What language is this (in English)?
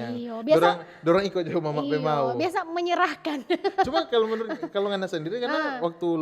Manado Malay